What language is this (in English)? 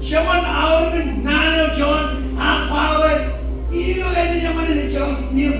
Marshallese